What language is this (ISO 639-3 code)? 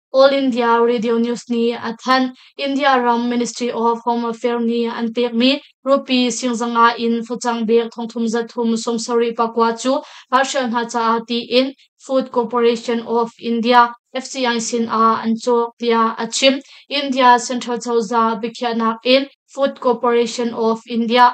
cnh